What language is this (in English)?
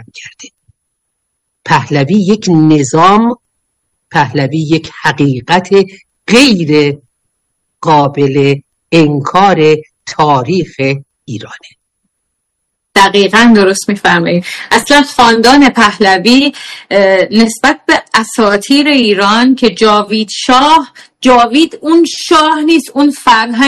Persian